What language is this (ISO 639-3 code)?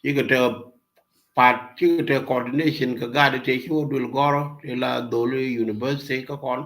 nus